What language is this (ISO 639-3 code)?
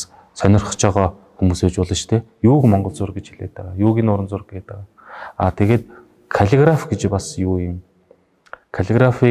mon